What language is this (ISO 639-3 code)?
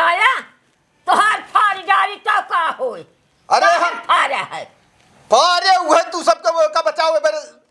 awa